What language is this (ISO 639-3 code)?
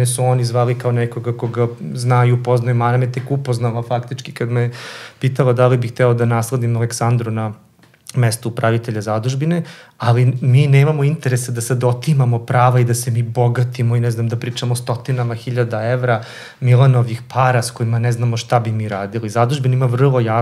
srp